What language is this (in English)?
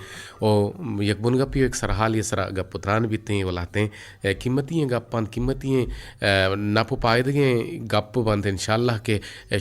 Eastern Balochi